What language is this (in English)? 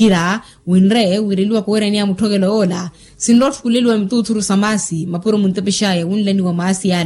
Makhuwa